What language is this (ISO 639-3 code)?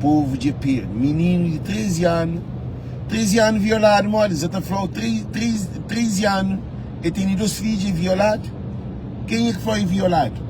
kea